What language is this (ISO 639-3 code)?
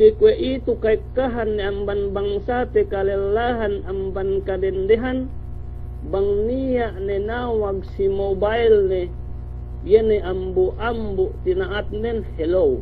yka